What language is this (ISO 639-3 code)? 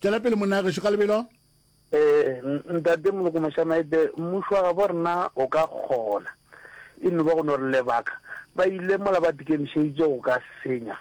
nso